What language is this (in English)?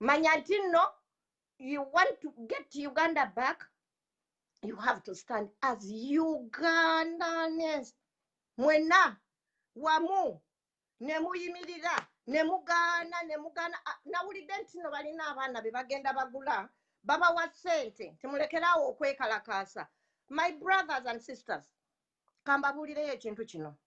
Ganda